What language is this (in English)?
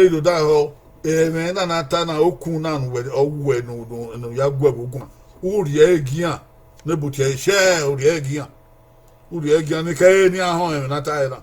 Bini